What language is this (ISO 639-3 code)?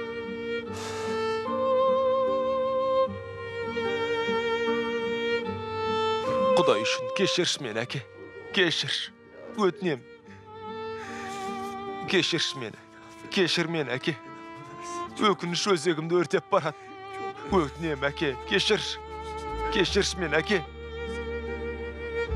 kaz